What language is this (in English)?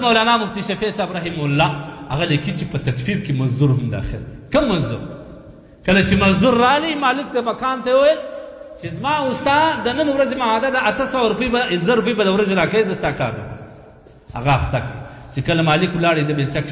Pashto